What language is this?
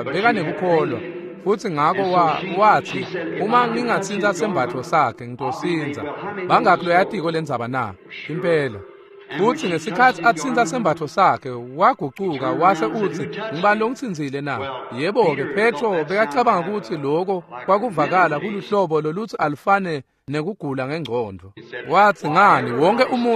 Swati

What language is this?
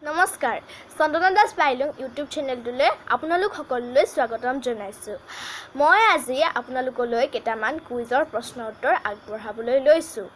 Assamese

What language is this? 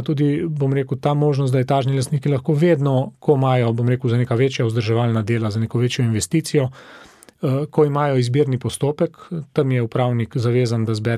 Slovenian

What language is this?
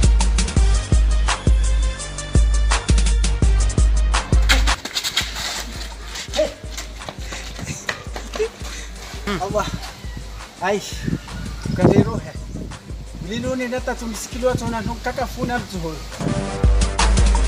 Swahili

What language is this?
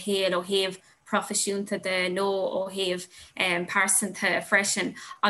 Irish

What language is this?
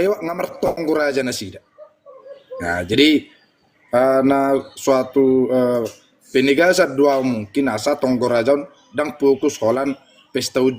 Batak Toba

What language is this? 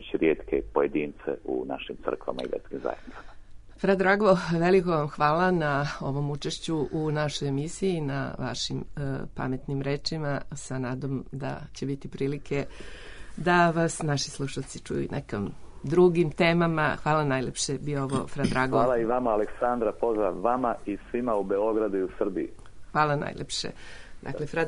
Serbian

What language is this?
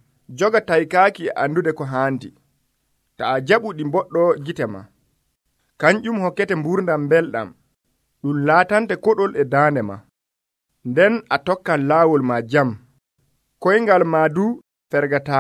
Nigerian Fulfulde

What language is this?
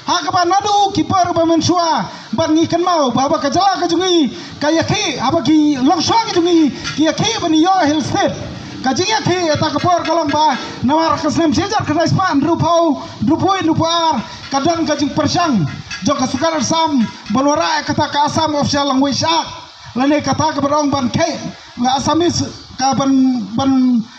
Khasi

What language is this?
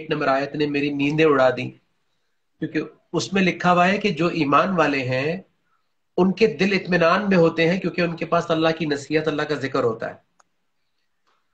Urdu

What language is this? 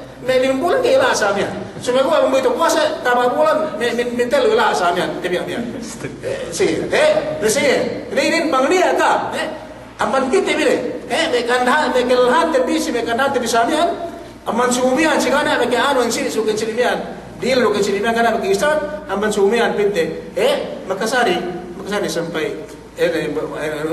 Yakan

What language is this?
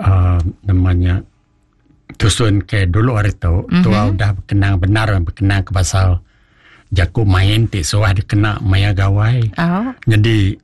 Iban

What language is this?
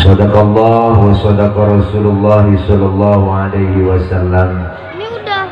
Betawi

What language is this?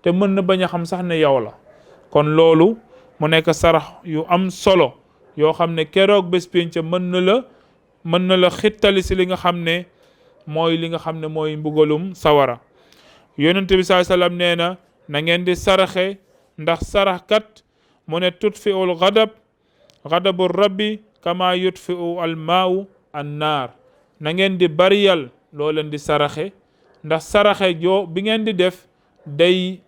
Wolof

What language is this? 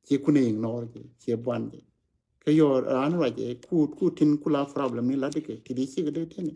Nuer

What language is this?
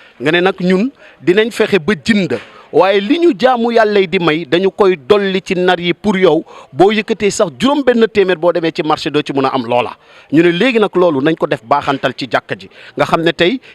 Wolof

